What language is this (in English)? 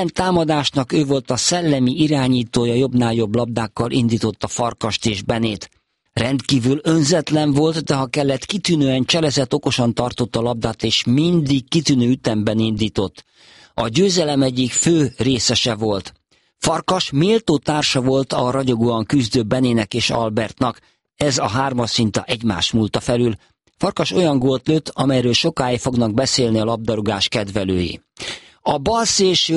Hungarian